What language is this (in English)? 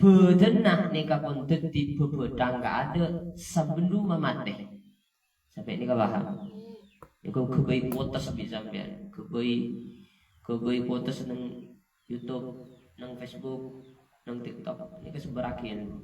Madurese